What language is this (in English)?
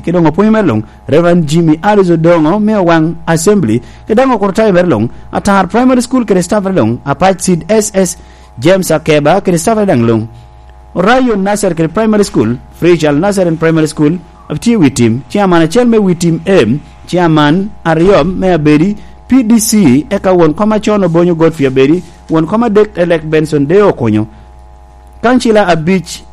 Lango (Uganda)